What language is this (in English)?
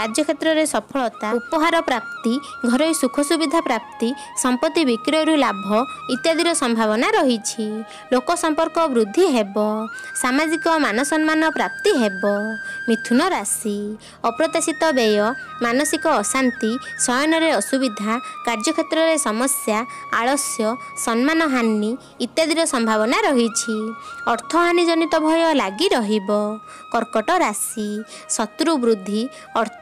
Odia